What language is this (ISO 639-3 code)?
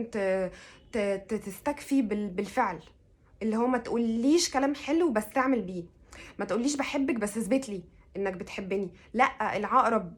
arz